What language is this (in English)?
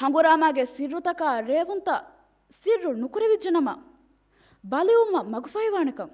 Divehi